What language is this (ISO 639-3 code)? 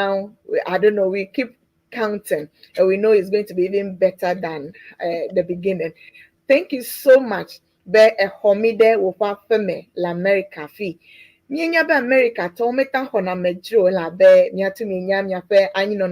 ewe